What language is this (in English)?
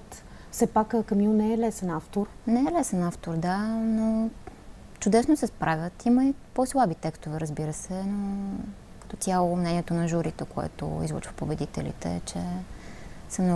Bulgarian